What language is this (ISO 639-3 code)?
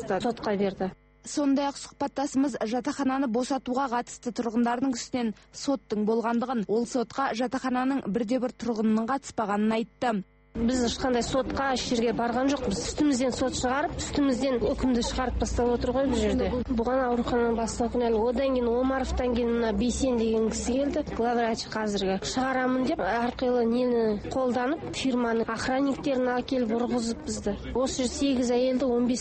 kaz